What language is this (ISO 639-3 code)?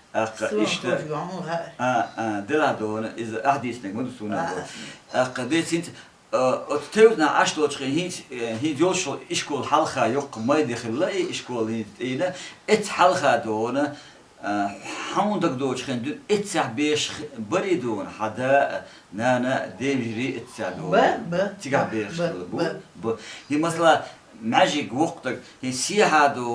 che